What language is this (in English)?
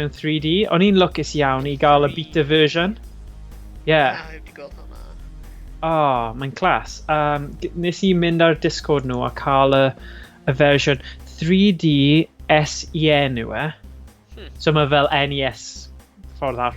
Welsh